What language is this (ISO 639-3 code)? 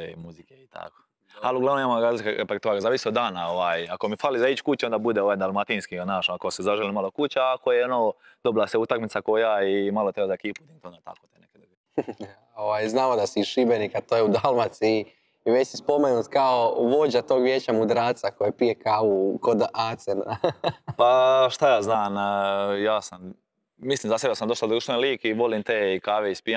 hrv